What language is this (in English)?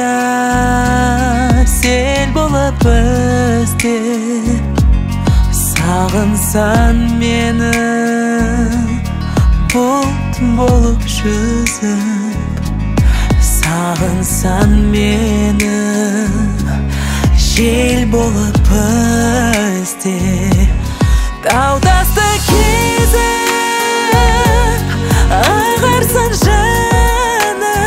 Kazakh